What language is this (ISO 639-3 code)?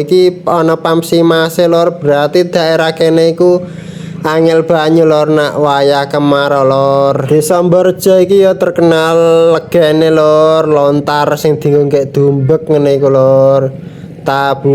jav